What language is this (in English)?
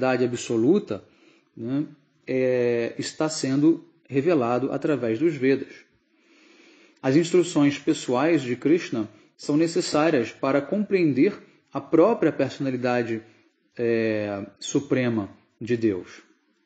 Portuguese